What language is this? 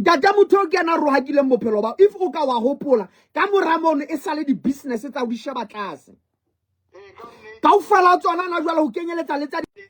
Southern Sotho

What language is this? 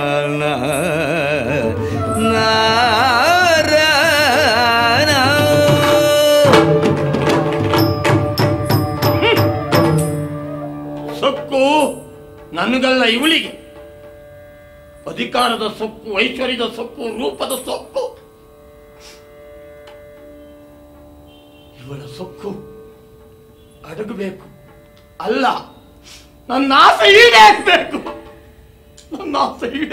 Kannada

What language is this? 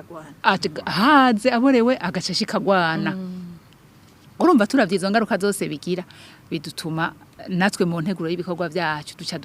Rundi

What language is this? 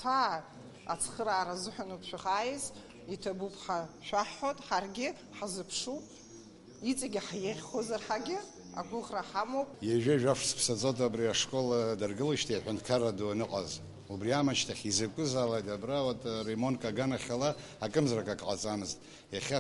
Abkhazian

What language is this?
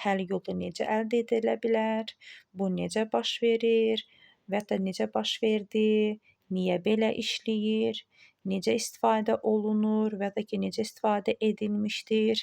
Azerbaijani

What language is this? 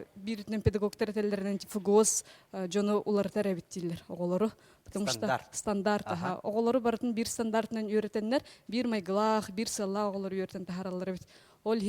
Yakut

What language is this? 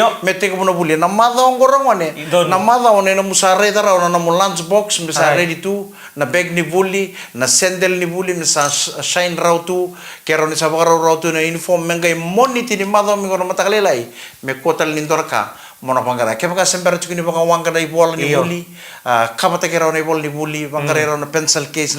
Fijian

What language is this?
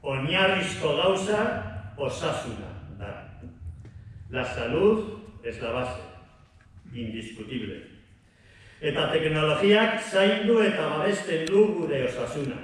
Basque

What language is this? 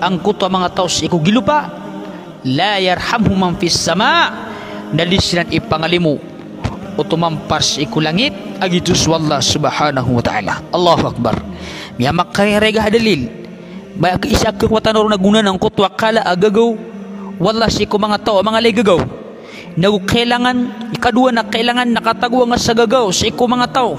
Maranao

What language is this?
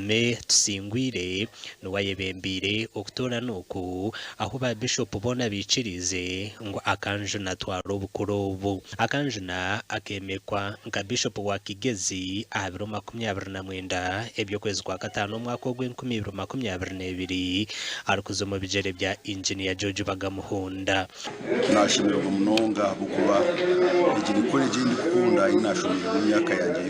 Nyankole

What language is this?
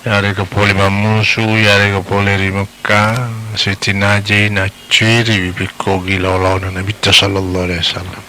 Buginese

